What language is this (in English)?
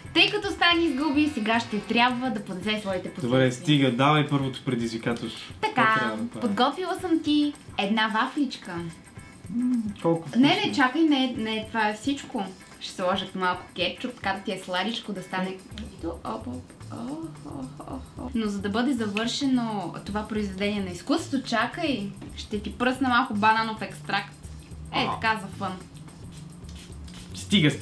Bulgarian